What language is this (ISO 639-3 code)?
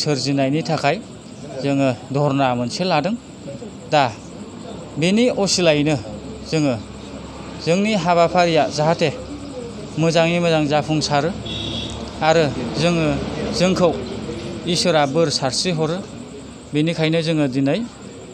brx